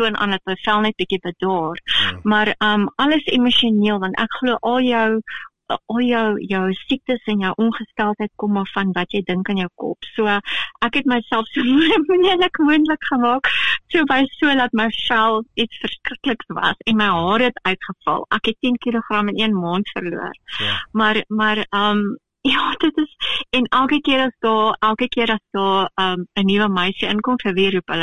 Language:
Afrikaans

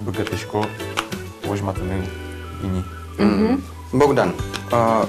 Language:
Udmurt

